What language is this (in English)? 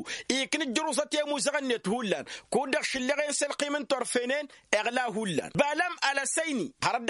Tamasheq